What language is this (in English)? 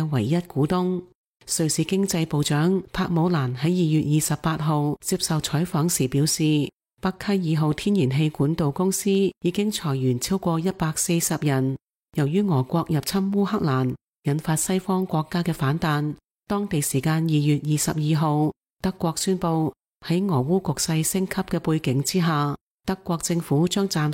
Cantonese